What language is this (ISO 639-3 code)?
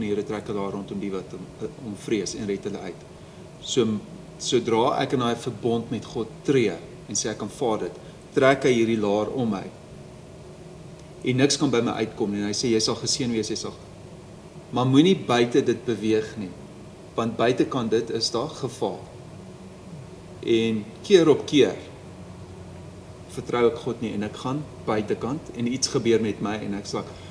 afr